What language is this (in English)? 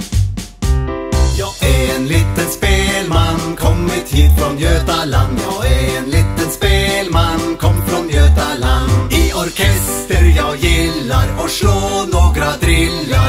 Swedish